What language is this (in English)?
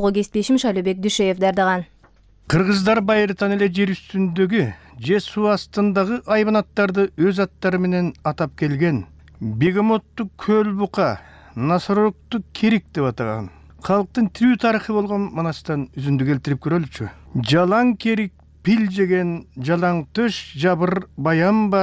Kyrgyz